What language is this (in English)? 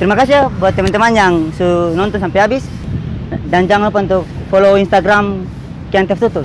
Ambonese Malay